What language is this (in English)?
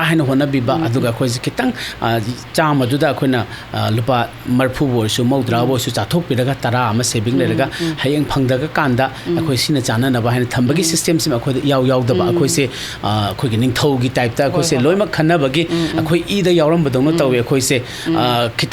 Manipuri